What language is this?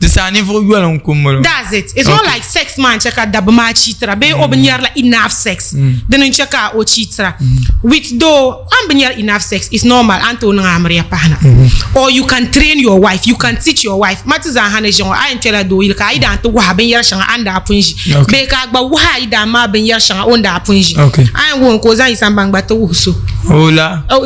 Dagbani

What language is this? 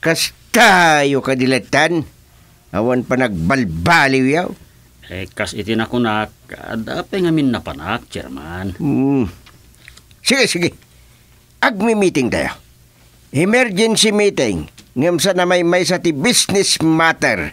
Iloko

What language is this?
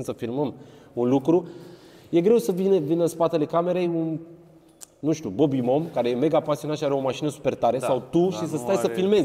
Romanian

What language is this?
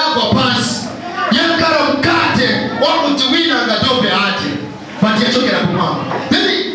Nyanja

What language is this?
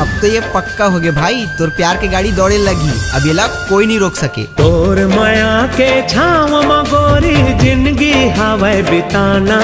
Chhattisgarhi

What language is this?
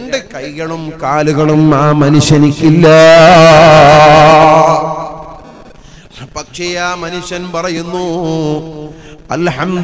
Malayalam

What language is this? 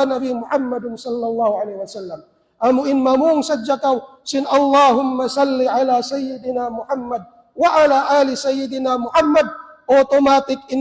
Tausug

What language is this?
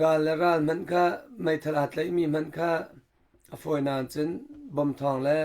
Hakha Chin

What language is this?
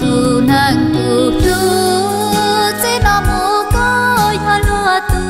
Hmong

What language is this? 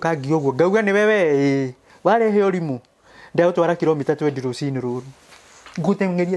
Kikuyu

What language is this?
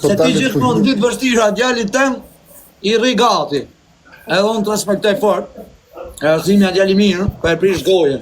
Albanian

